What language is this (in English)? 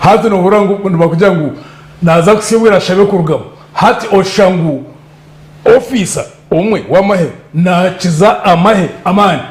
Nyankole